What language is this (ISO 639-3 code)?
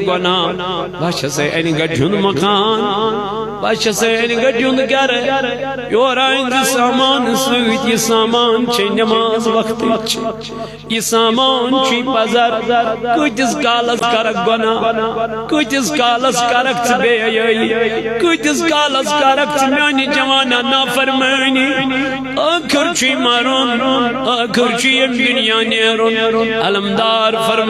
kas